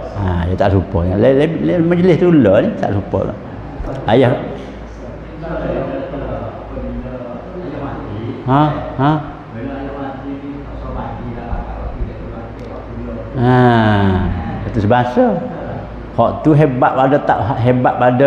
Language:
Pattani Malay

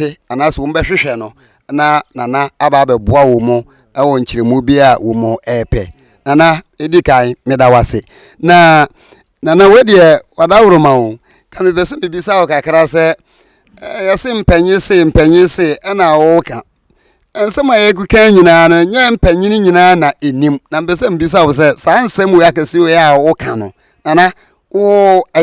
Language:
Akan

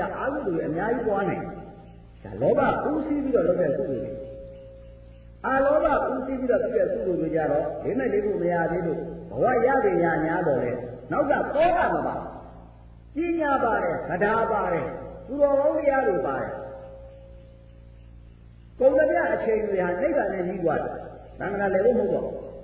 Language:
Burmese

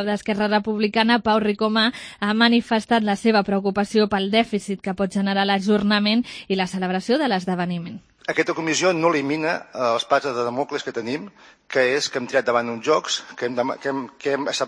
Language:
Catalan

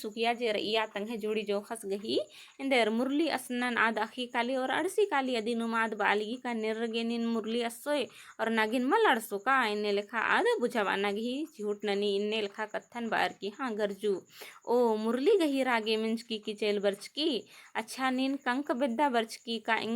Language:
Kurukh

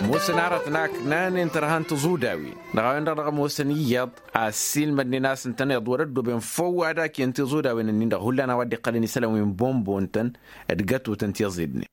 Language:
Tamasheq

